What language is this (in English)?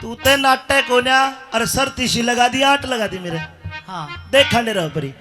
Haryanvi